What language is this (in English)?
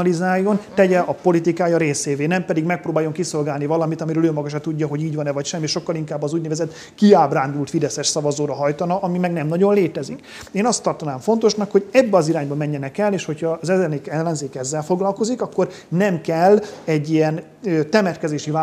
Hungarian